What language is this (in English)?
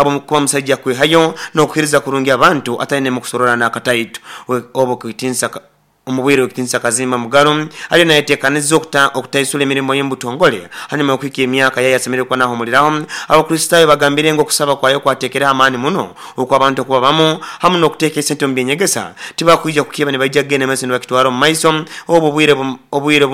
Nyoro